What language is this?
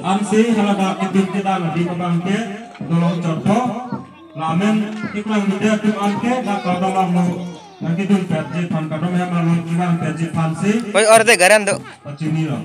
Karbi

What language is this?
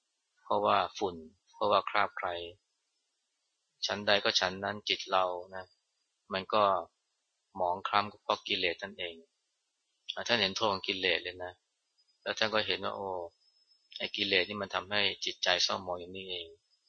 Thai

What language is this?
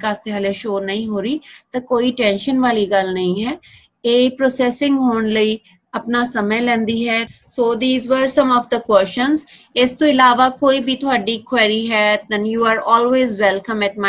Punjabi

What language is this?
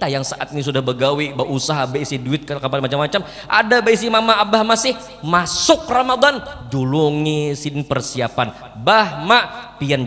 Banjar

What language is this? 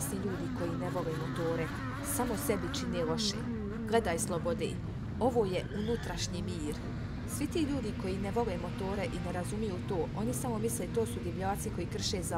Croatian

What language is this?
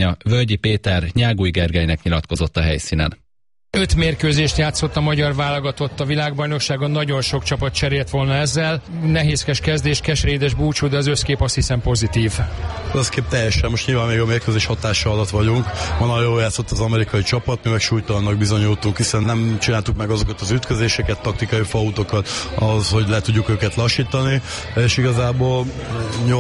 Hungarian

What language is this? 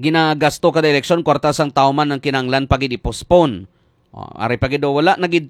Hiligaynon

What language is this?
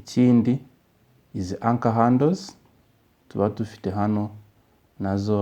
Kinyarwanda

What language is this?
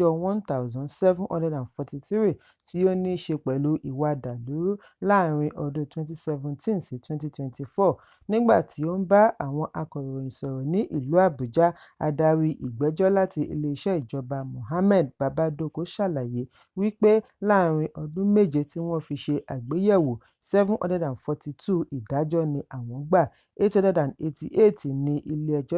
Yoruba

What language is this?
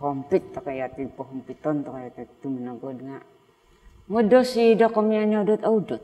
Central Dusun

